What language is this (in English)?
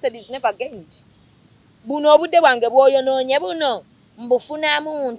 Ganda